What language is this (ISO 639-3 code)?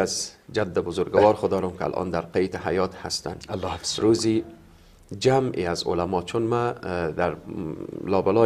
fas